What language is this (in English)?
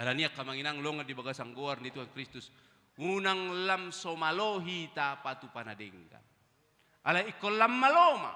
Batak Toba